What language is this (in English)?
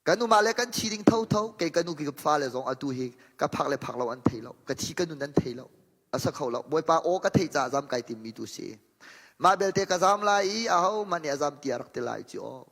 Hakha Chin